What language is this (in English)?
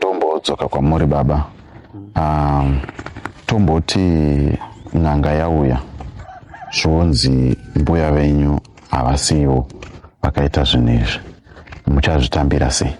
Shona